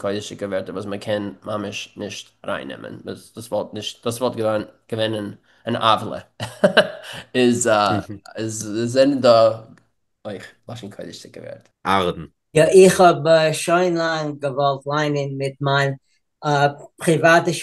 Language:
Yiddish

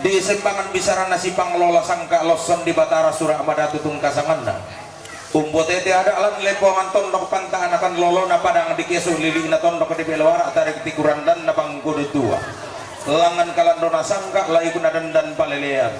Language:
Toraja-Sa'dan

